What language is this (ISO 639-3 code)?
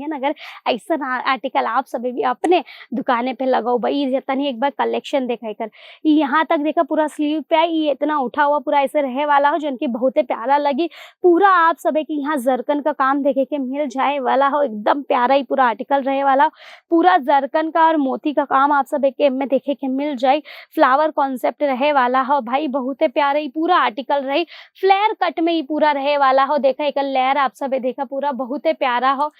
bho